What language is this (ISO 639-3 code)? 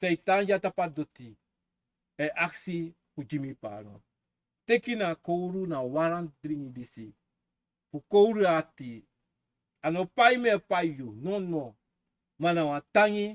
srn